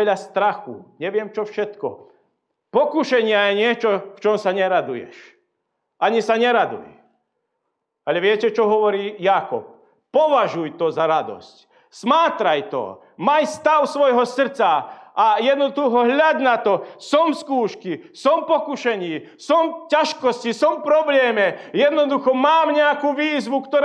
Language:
Slovak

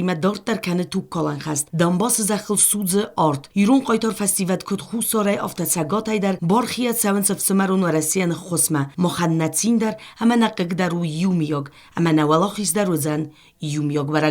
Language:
Ossetic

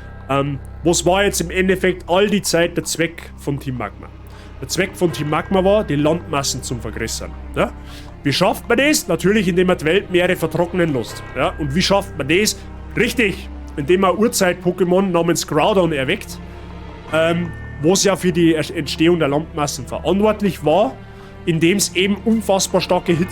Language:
Bavarian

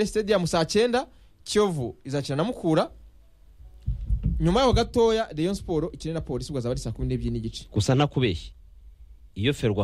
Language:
Kinyarwanda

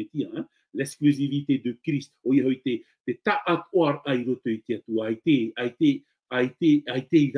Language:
Tahitian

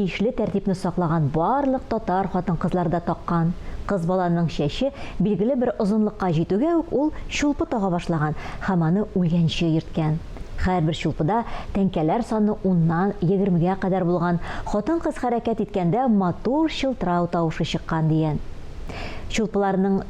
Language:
Tatar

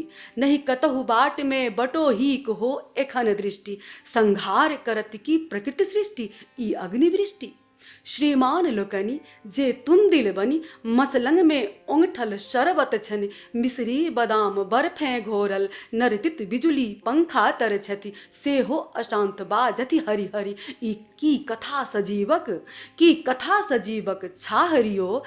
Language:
Maithili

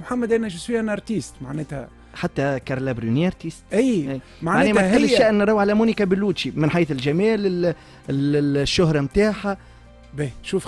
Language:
Tunisian Arabic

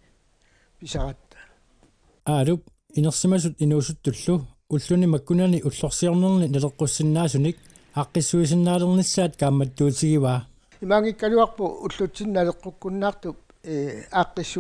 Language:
Kalaallisut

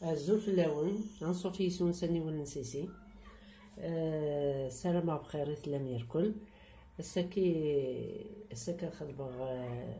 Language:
Kabyle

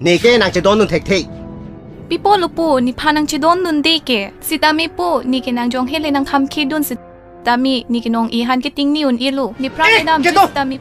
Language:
Karbi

